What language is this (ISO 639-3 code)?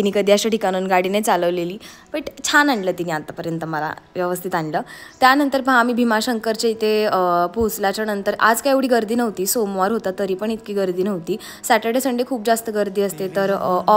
mar